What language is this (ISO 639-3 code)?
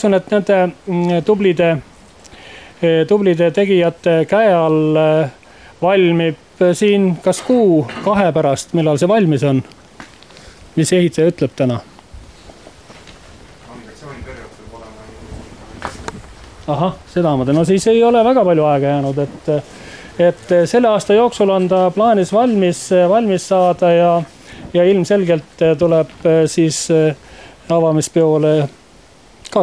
est